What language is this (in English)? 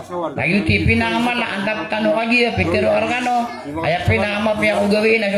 Maranao